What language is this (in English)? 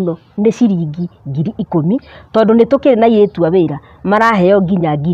Kikuyu